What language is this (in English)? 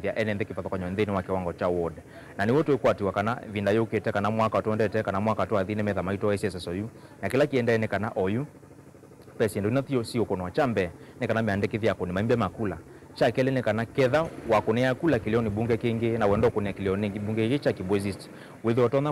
Kamba